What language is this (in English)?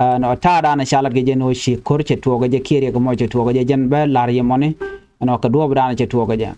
Nuer